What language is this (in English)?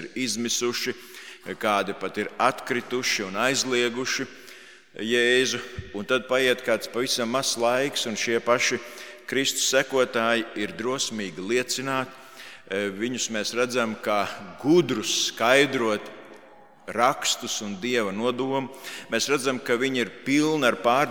Latvian